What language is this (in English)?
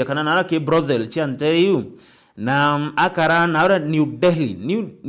Meru